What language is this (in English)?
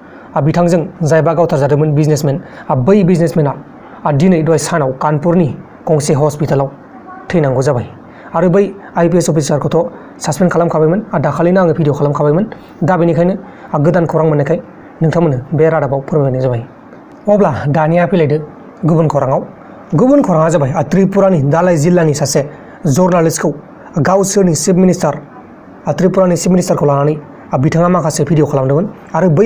Bodo